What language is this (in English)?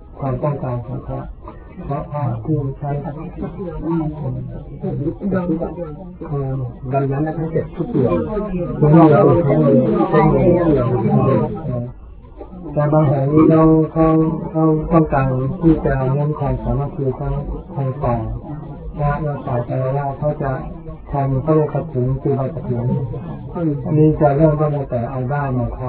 Thai